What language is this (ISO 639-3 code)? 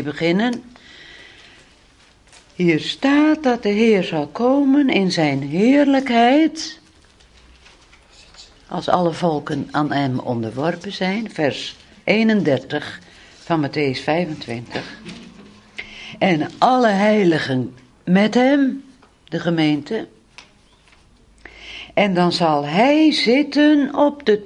nld